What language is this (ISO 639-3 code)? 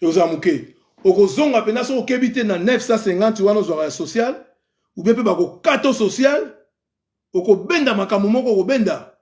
lin